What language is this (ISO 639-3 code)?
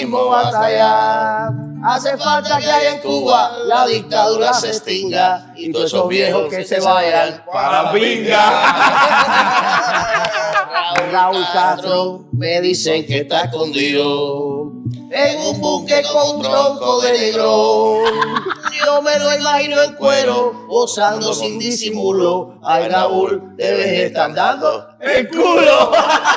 spa